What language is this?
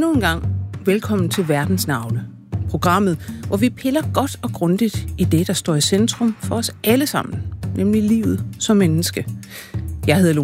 Danish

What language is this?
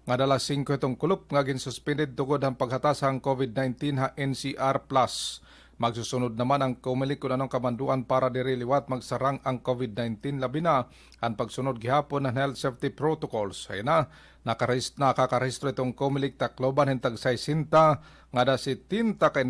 Waray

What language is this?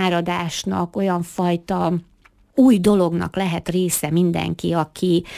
Hungarian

